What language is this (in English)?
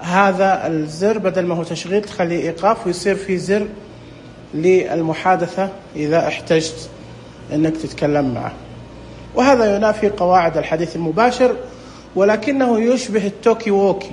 Najdi Arabic